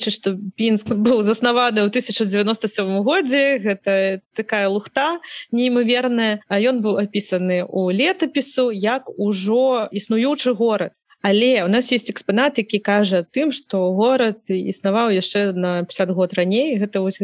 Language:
Belarusian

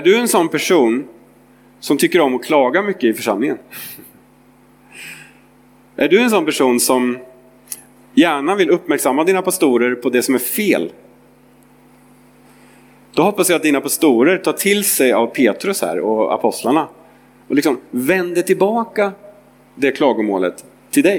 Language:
Swedish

